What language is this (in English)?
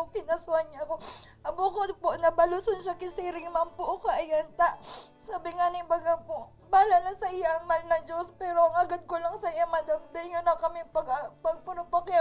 Bikol